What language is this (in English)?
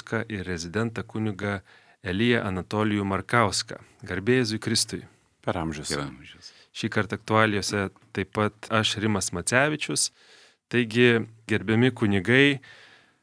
Lithuanian